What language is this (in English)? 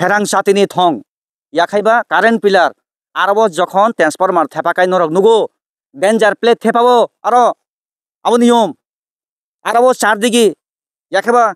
Kok Borok